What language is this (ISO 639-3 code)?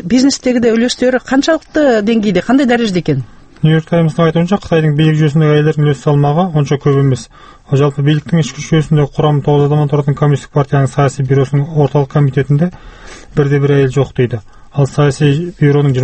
kaz